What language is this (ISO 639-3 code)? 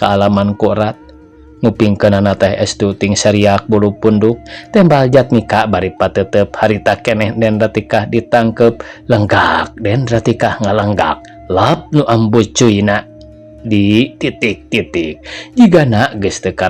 sun